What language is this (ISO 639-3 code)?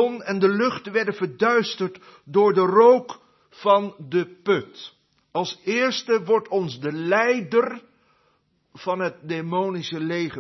nld